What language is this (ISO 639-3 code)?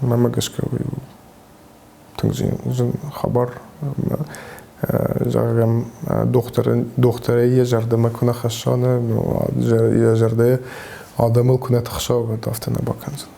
oss